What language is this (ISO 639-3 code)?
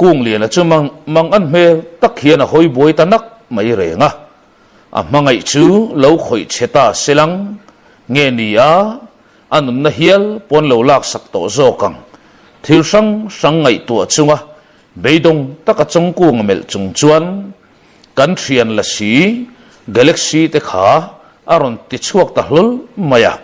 lus